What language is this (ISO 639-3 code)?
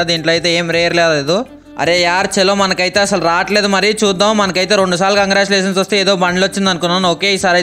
tel